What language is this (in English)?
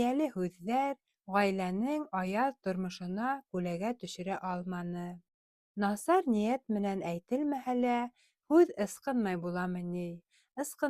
Bashkir